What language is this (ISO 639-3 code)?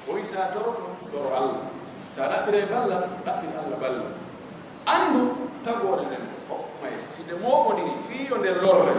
fuf